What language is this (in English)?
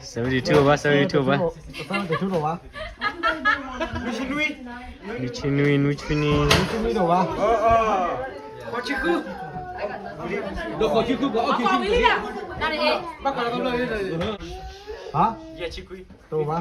S'gaw Karen